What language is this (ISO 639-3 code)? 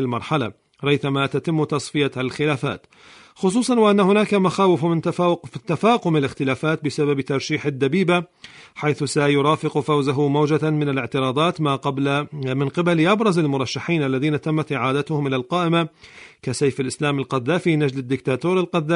ara